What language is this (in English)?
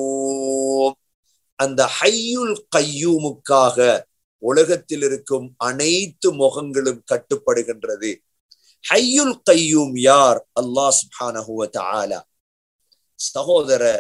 Tamil